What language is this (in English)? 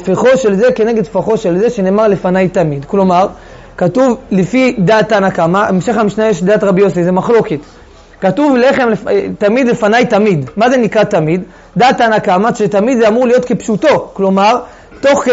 Hebrew